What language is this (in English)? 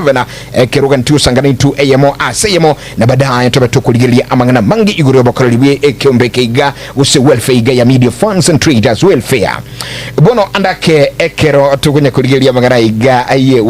Gusii